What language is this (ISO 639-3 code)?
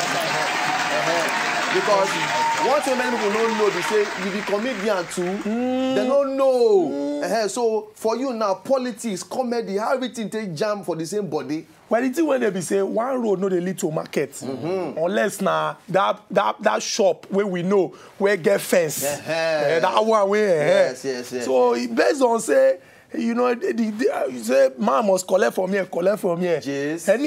pcm